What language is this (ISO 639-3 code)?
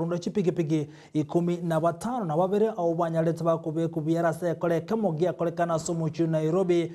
guz